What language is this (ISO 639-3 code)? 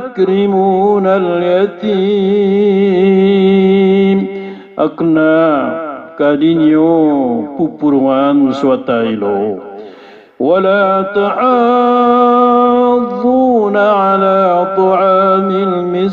mrw